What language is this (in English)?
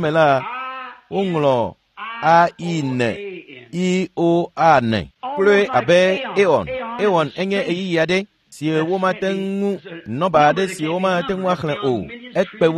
Ewe